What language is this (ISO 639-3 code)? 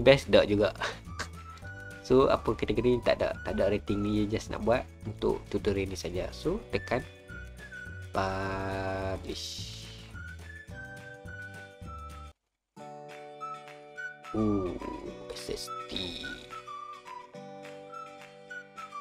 msa